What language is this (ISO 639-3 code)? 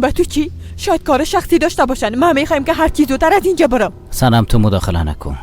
fas